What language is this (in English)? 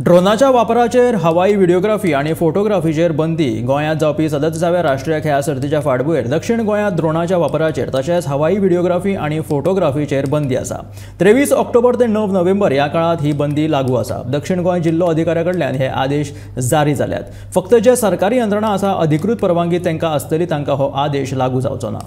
Konkani